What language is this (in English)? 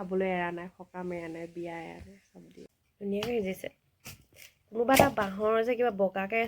Assamese